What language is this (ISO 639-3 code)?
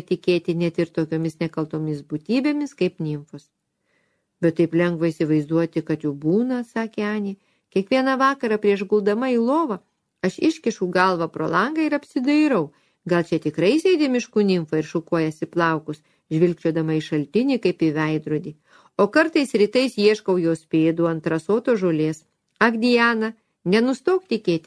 lit